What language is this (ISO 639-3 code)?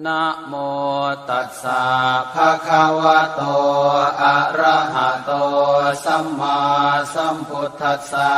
pli